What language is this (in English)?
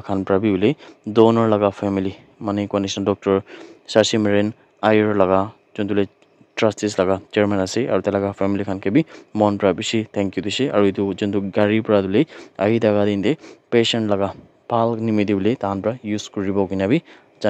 Naga Pidgin